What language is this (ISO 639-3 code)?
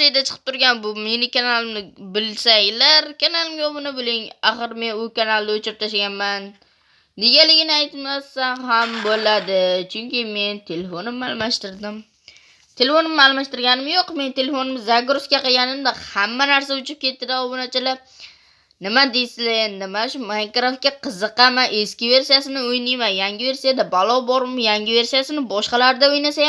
uzb